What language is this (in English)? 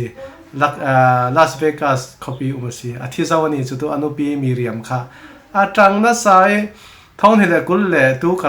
Falam Chin